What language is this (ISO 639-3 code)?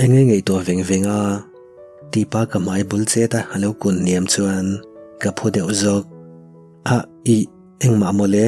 lus